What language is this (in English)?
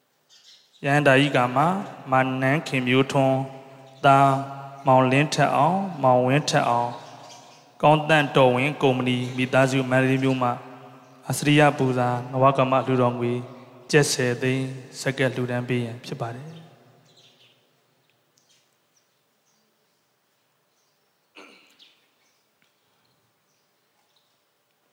Burmese